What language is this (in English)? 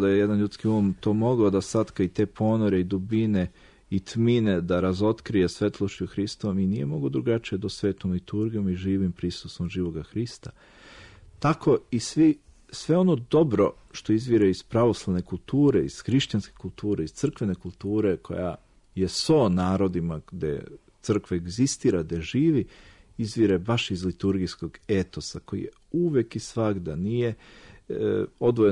Serbian